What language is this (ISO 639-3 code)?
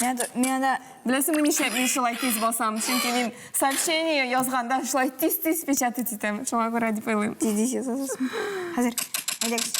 tat